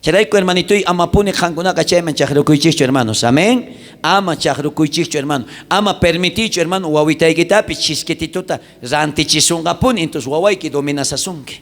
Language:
South Bolivian Quechua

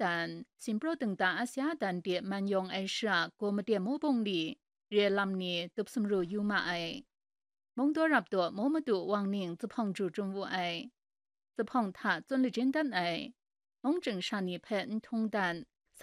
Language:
Kachin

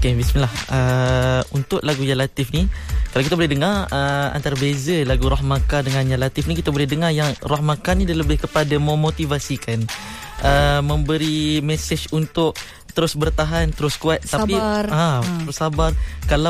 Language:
Malay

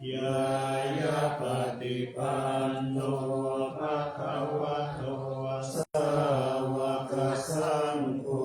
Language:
Pali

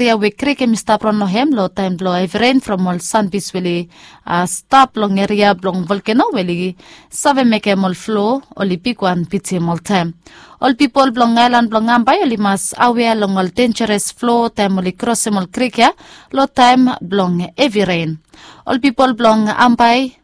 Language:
Bislama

